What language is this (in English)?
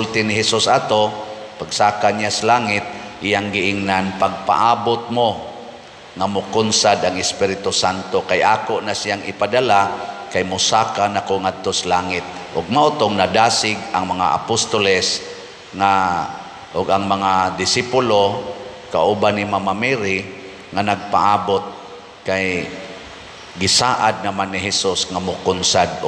Cebuano